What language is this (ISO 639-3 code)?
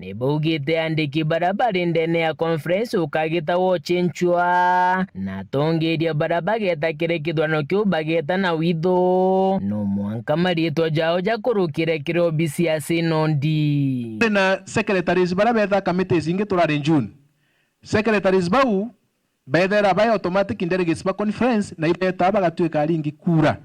mer